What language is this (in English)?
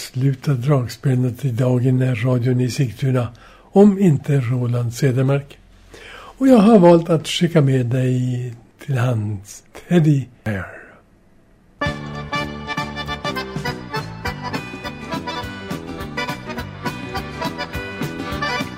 Swedish